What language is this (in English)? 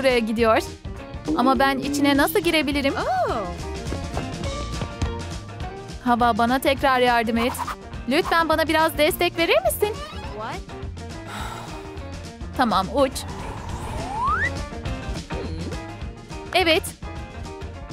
Turkish